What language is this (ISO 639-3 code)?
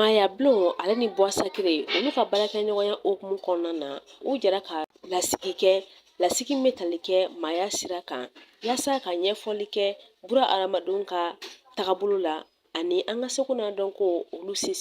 bam